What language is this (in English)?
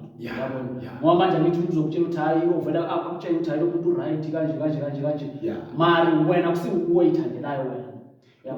Zulu